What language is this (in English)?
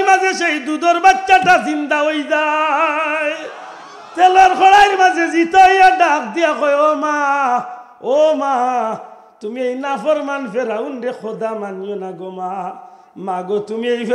Sylheti